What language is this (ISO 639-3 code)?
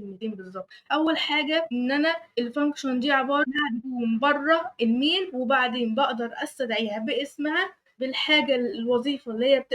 arz